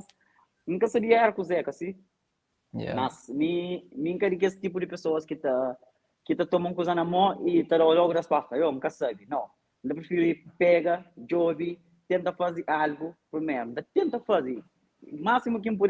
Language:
Kabuverdianu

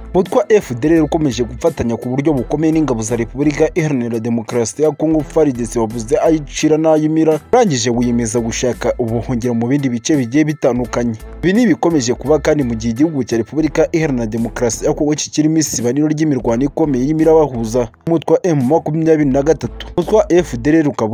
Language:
Kinyarwanda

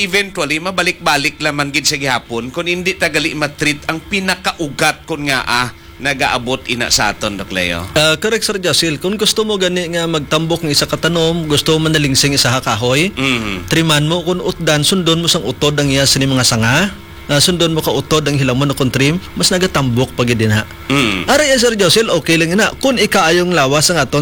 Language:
Hiligaynon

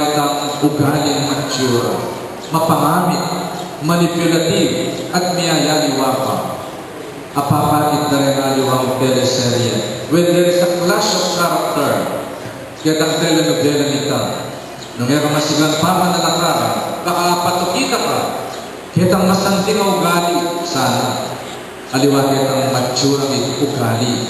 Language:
Pampanga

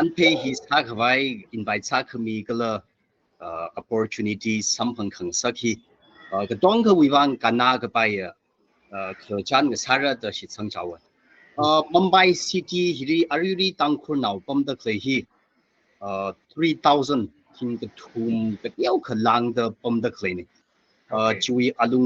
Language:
Tangkhul Naga (India)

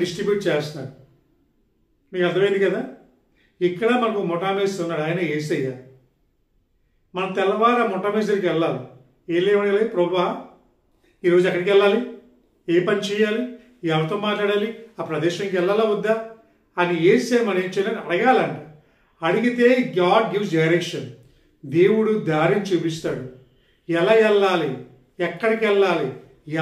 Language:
Telugu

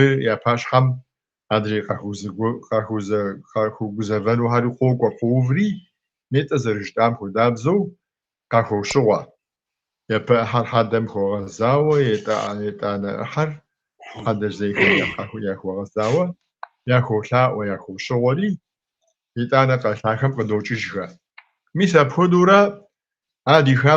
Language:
Kabardian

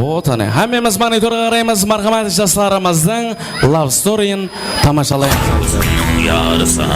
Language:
Kara-Kalpak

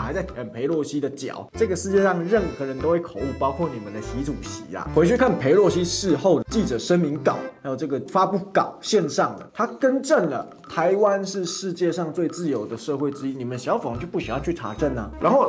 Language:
Chinese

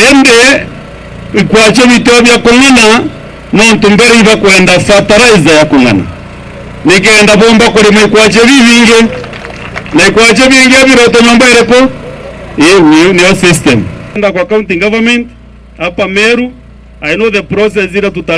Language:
Meru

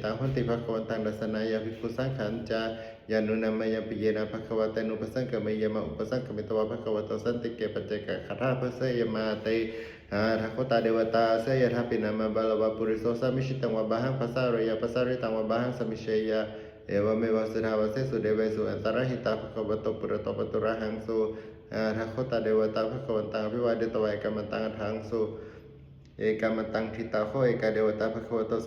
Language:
Pali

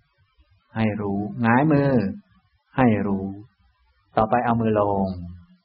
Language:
Thai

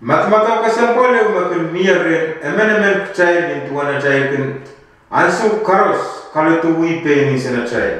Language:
Pohnpeian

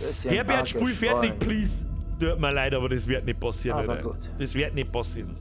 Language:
Bavarian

